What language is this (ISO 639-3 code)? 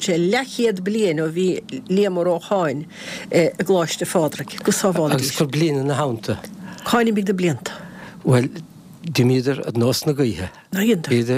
gle